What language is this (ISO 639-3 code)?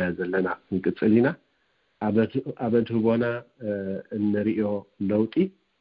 tir